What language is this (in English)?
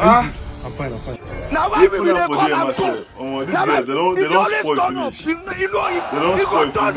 Nigerian Pidgin